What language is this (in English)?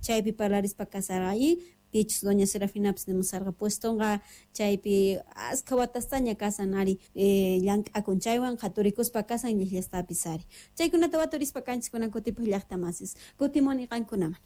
Quechua